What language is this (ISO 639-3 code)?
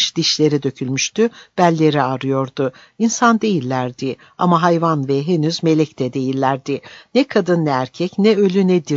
tur